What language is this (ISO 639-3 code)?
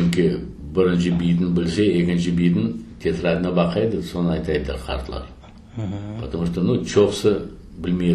crh